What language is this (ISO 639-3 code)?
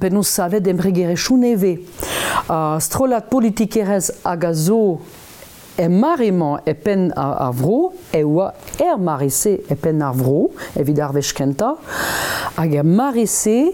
bre